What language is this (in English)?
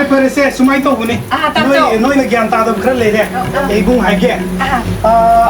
Manipuri